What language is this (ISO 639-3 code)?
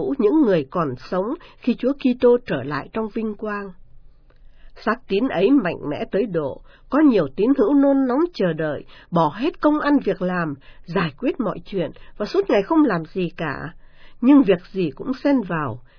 vie